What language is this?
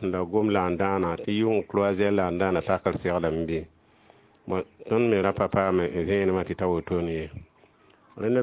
Mossi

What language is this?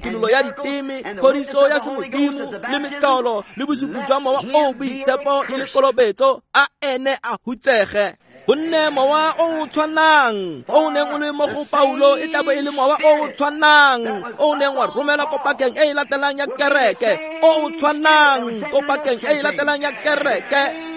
Tswana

